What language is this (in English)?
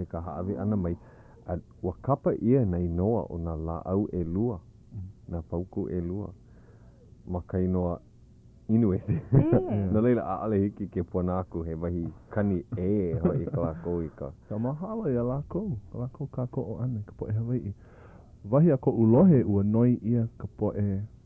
Hawaiian